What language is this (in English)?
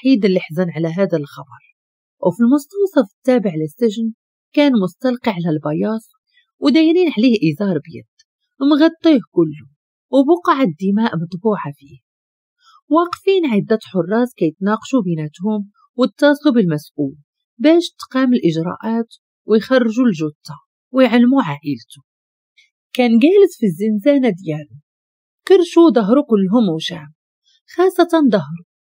Moroccan Arabic